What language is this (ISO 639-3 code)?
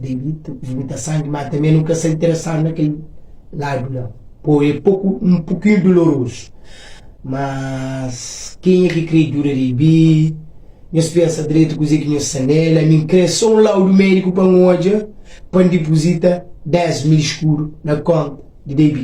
kea